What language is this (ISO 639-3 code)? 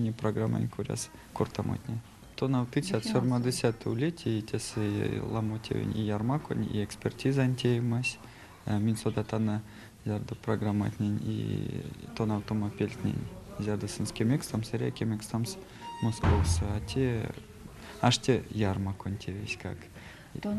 myv